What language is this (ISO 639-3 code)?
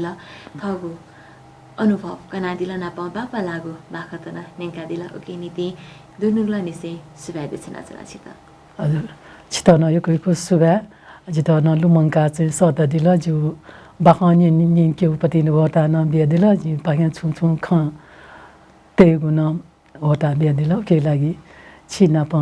new